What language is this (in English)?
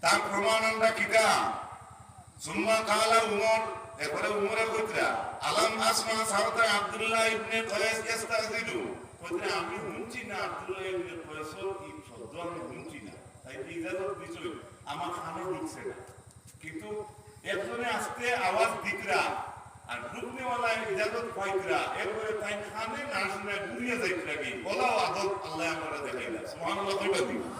Sylheti